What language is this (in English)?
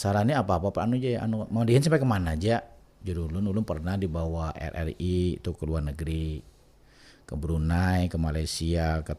Banjar